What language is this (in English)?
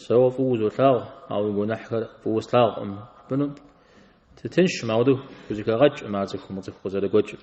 Kabardian